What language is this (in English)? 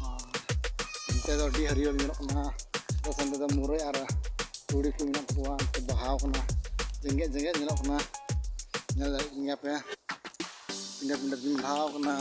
Santali